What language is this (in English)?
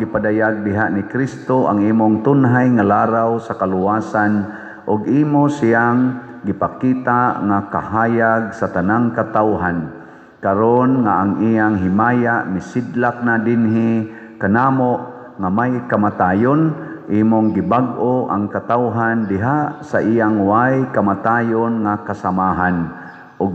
Cebuano